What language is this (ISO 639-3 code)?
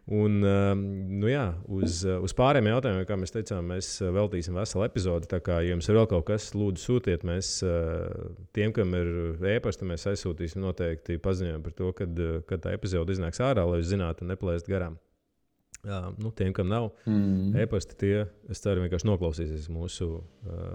lav